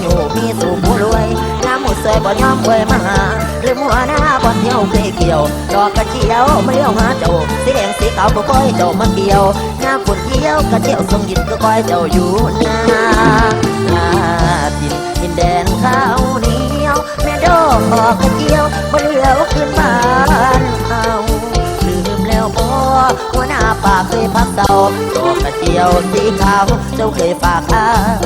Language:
Northeastern Thai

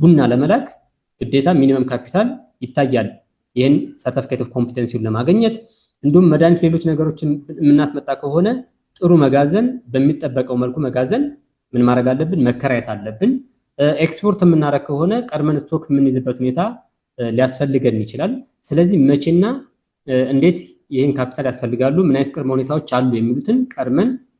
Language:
Amharic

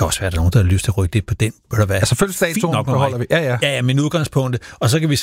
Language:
Danish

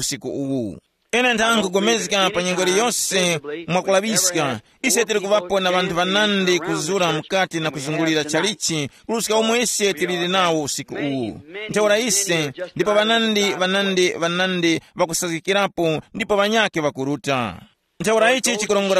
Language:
Tumbuka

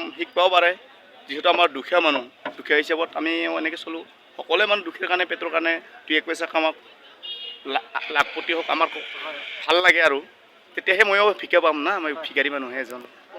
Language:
Assamese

